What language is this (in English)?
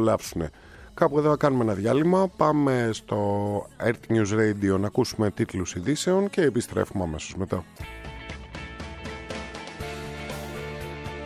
Greek